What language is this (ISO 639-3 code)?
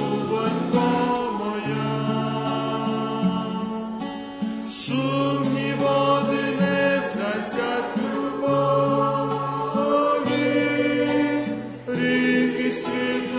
ukr